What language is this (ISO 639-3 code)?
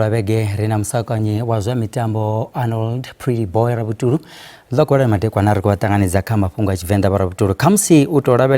ven